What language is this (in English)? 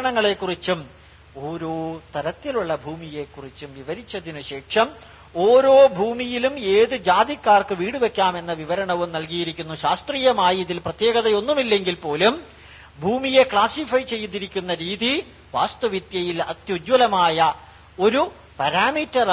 Malayalam